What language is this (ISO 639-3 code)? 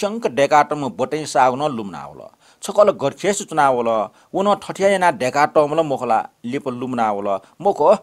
new